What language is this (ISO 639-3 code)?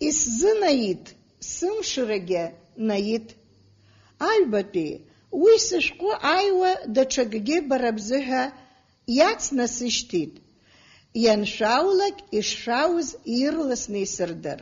abk